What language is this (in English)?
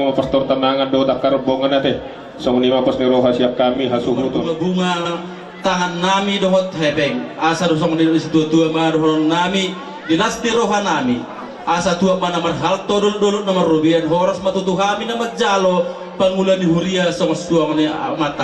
Batak Toba